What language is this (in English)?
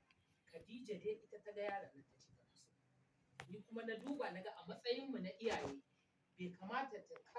Hausa